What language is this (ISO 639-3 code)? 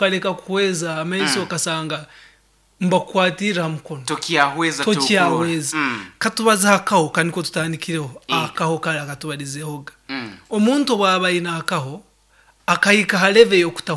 nyn